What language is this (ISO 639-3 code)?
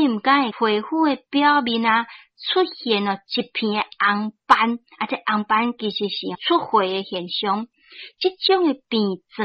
nan